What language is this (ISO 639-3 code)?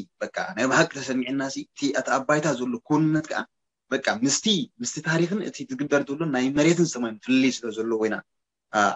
tir